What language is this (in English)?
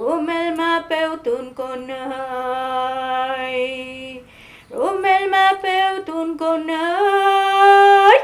Mapuche